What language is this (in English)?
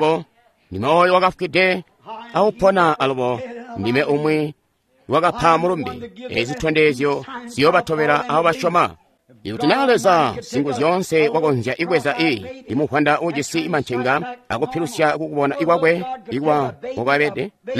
Tonga (Zambia)